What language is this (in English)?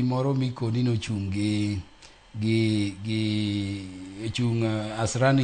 Luo (Kenya and Tanzania)